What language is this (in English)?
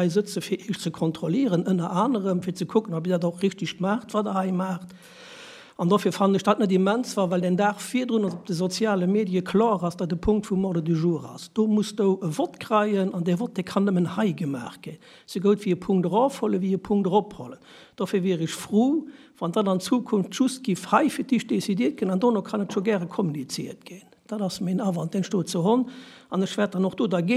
Luxembourgish